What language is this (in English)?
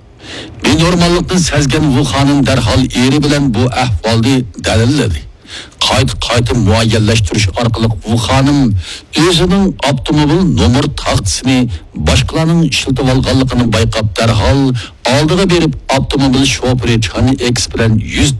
Uyghur